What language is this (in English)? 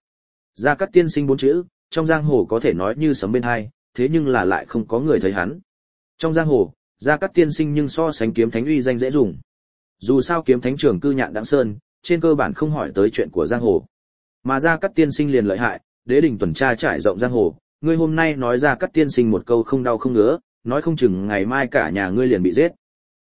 Vietnamese